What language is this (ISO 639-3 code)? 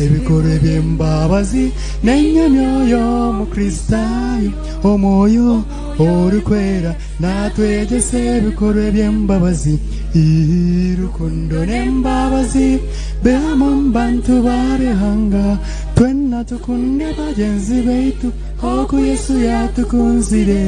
nyn